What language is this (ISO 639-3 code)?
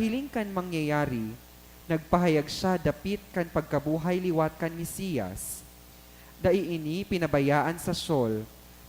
bik